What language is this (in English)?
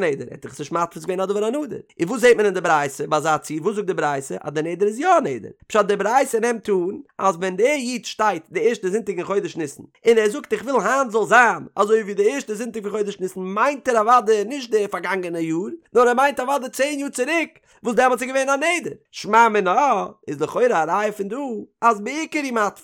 Yiddish